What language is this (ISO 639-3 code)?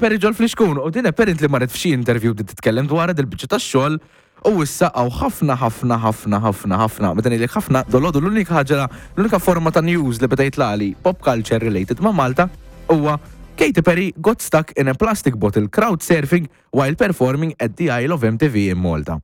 mlt